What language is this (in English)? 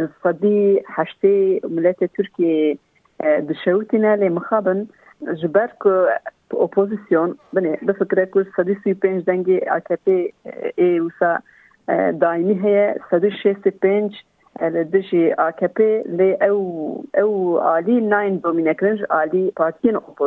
Kurdish